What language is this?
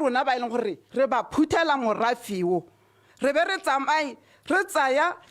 Tswana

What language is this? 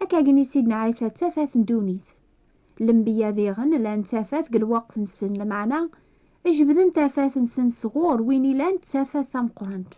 Kabyle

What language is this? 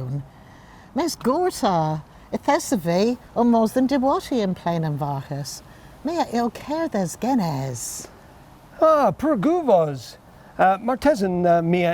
Cornish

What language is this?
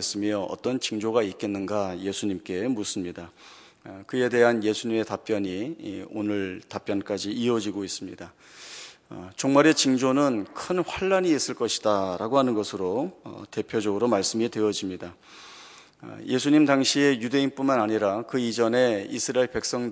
Korean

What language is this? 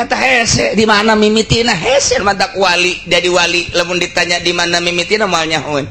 Sundanese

